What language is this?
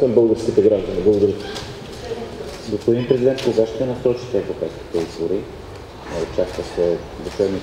Bulgarian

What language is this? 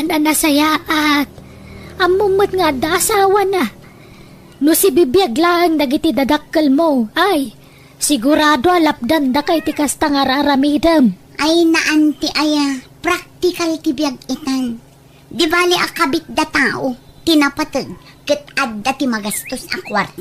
Iloko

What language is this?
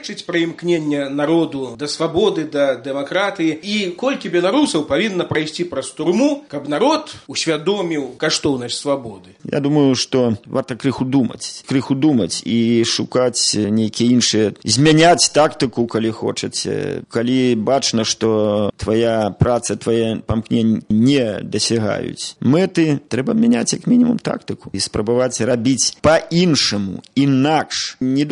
Belarusian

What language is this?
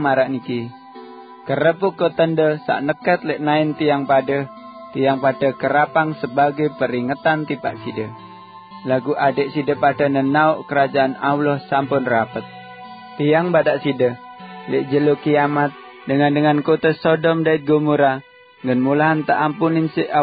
Sasak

